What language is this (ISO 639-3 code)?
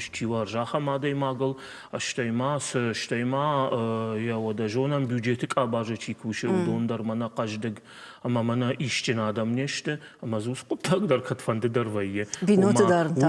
oss